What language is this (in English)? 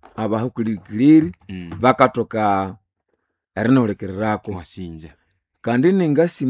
Nande